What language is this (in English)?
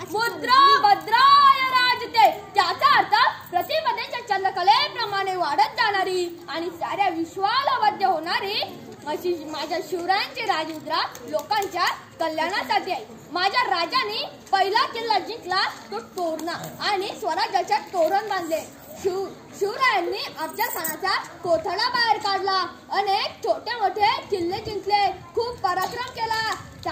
Marathi